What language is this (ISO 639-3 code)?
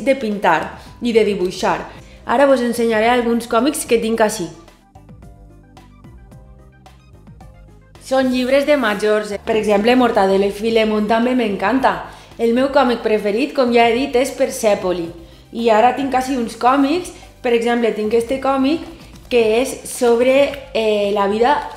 cat